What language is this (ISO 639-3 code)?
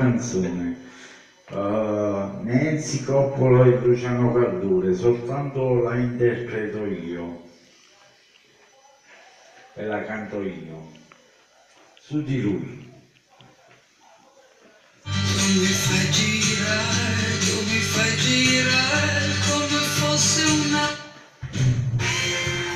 ita